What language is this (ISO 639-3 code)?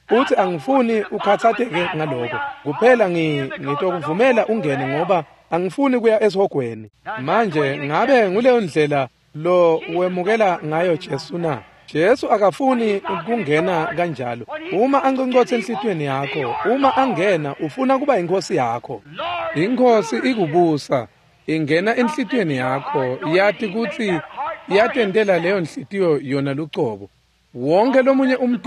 ssw